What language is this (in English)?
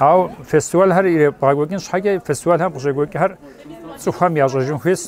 Kabardian